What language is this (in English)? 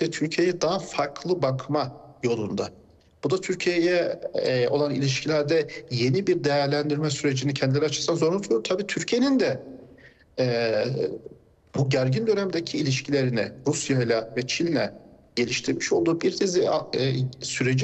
Turkish